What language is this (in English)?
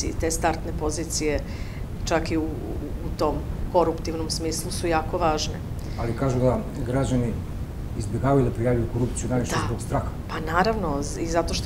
Serbian